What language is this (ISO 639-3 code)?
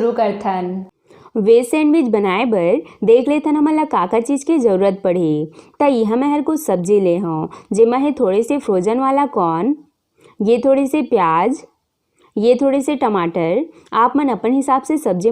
hne